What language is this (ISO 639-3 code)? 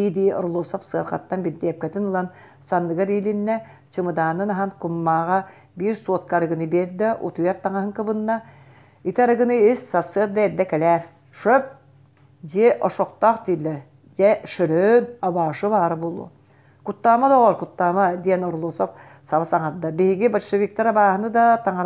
sah